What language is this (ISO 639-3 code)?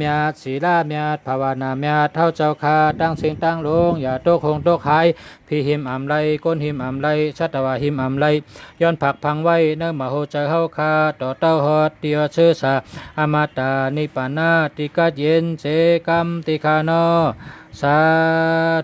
shn